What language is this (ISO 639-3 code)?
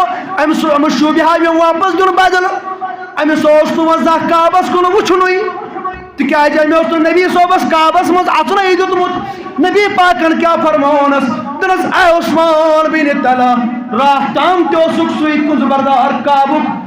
kas